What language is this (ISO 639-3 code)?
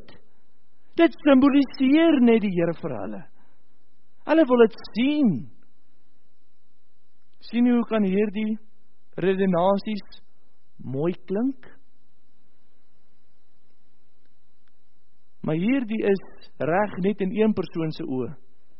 afr